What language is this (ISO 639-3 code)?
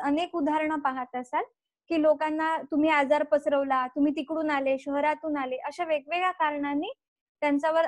mar